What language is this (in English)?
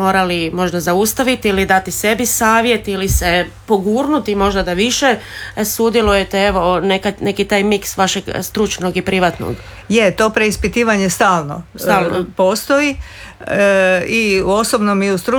Croatian